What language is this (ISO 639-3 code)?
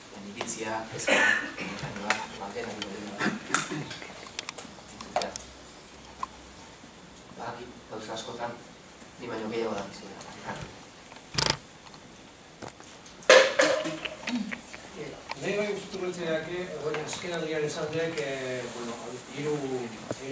eus